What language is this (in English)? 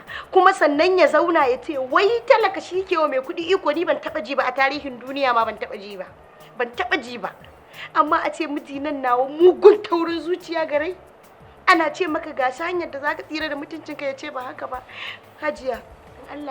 Hausa